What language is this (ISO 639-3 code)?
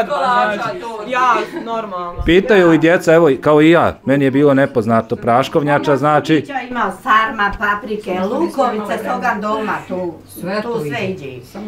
bos